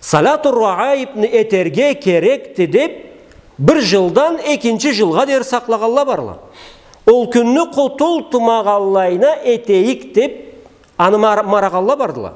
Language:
Karachay-Balkar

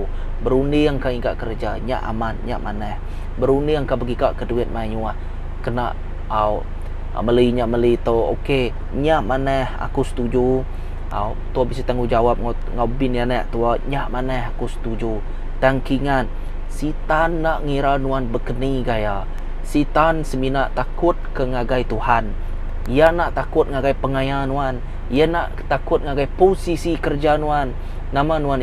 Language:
Iban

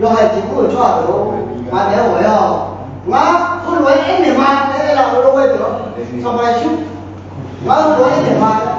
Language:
Akha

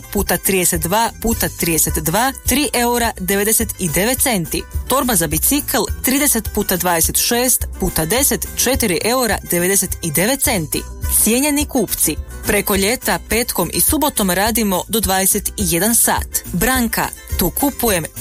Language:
Croatian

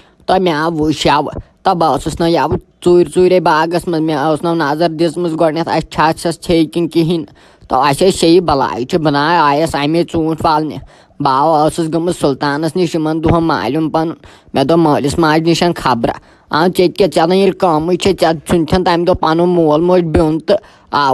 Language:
Kashmiri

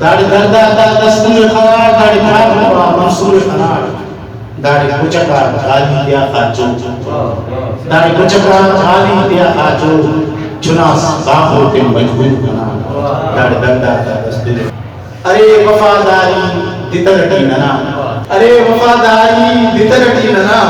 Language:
Brahui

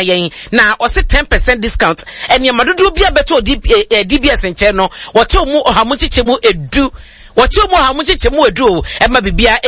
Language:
Akan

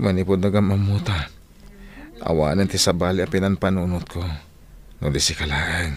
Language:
Iloko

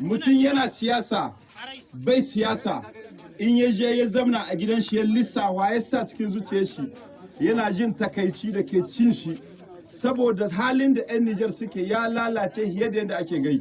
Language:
Hausa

